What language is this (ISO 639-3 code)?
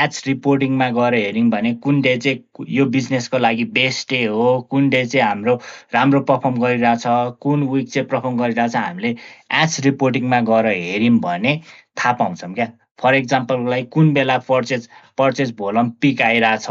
nep